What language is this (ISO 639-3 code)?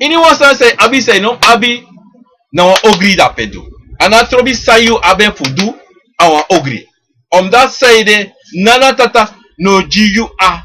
srn